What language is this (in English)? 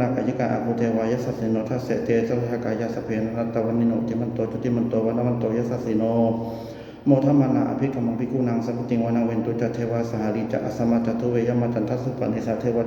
Pali